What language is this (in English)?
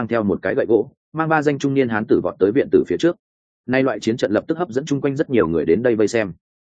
Vietnamese